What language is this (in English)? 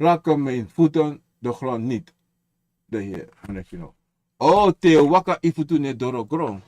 Sranan Tongo